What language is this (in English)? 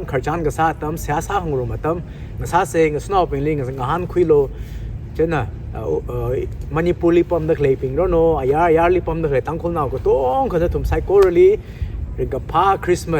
Tangkhul Naga (India)